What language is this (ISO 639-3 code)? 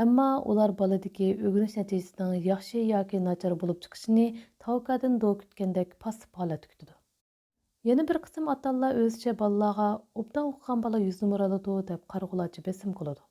uig